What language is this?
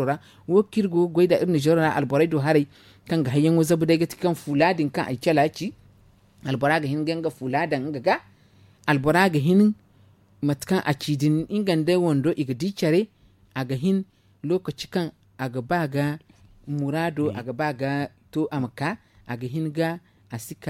Zarma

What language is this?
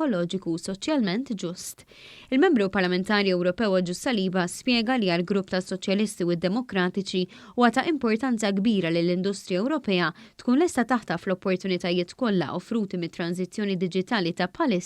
Maltese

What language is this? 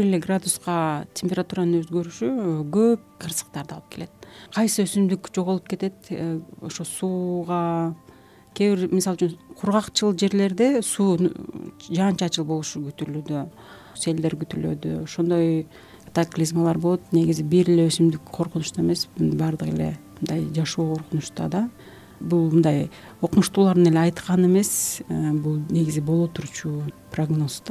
Kyrgyz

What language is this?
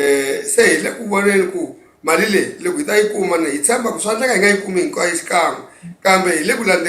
Tsonga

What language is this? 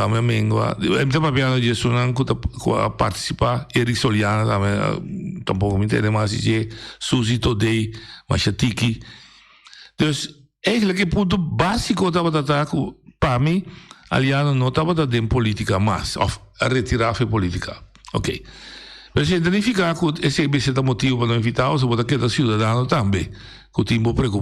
Papiamento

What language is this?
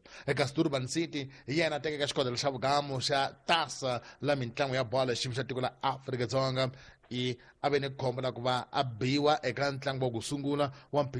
Tsonga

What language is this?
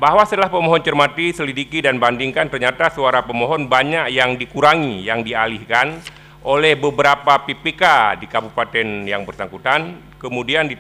Indonesian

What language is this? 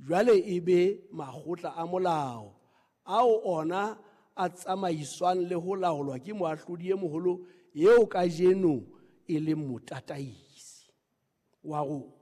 Southern Sotho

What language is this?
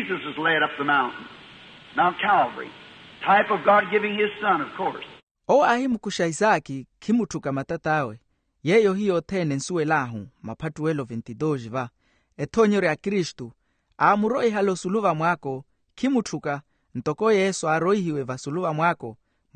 Makhuwa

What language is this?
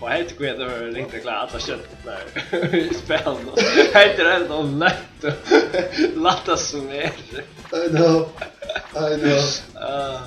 Faroese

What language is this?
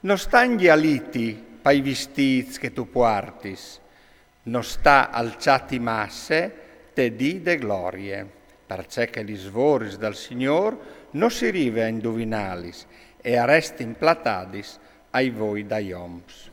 Friulian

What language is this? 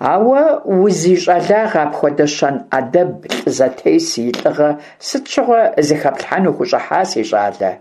Kabardian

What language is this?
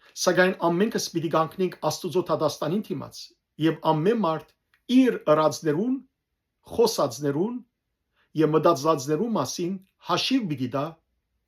Western Armenian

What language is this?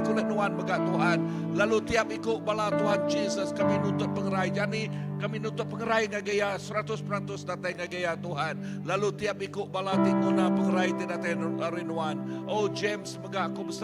Iban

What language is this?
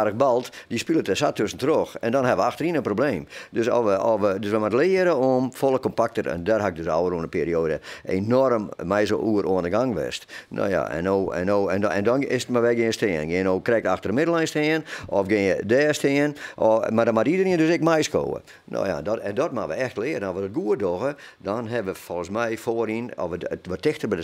Western Frisian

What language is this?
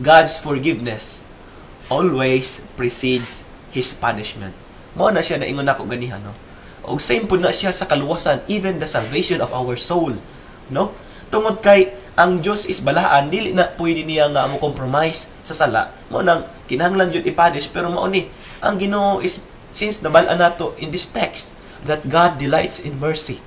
Cebuano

